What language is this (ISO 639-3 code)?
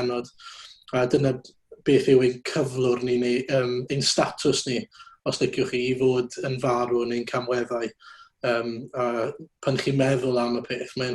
cym